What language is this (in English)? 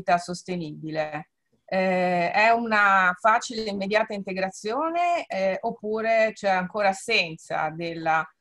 Italian